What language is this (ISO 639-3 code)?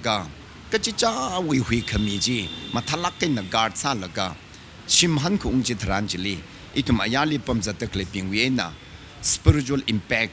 nmf